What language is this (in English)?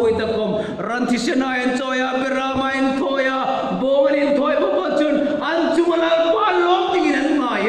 Hmar